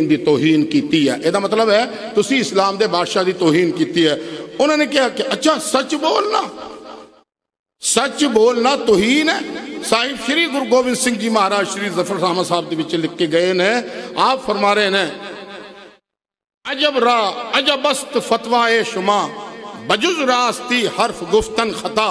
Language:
Punjabi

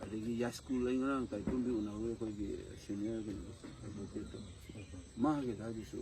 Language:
Manipuri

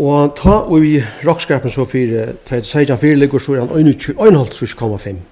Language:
Faroese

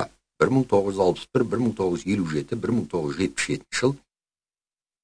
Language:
Kazakh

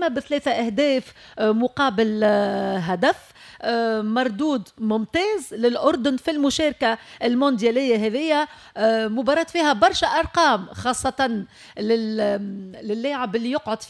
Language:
Tunisian Arabic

